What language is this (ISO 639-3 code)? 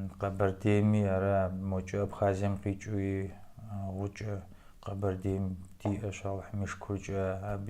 kbd